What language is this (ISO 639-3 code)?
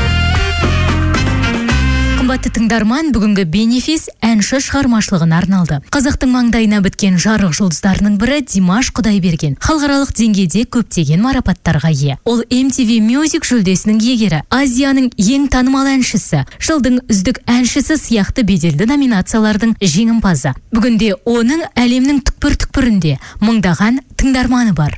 kaz